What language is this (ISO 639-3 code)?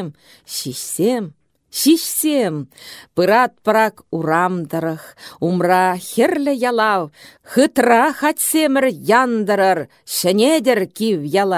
chv